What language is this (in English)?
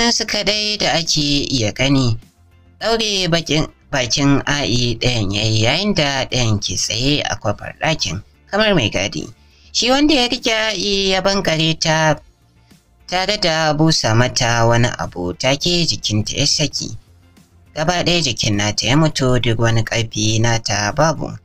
Hausa